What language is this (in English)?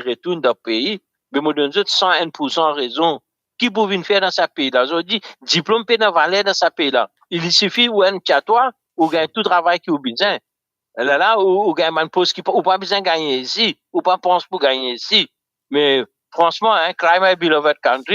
Morisyen